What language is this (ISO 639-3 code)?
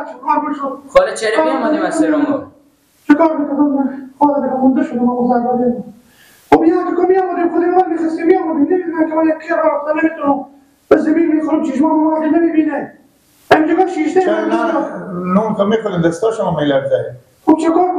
fas